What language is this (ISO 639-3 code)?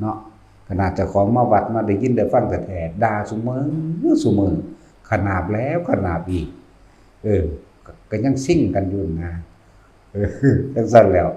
tts